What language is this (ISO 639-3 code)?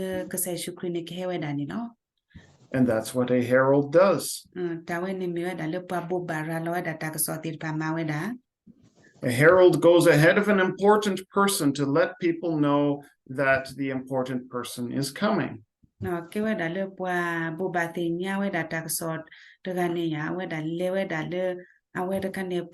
ksw